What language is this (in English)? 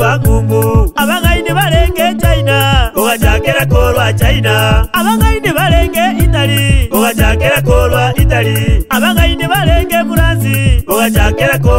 Gusii